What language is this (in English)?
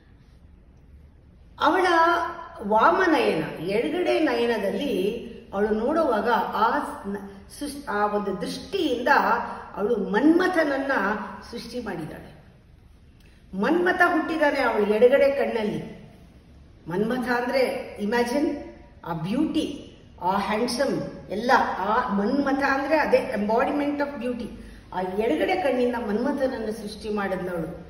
Kannada